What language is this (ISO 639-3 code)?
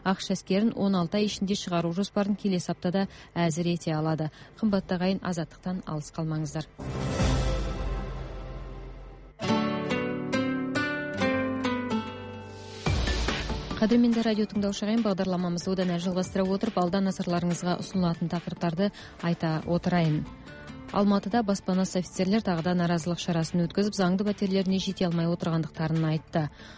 kaz